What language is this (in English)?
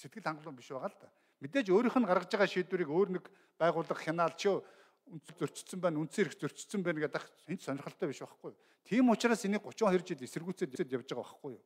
Mongolian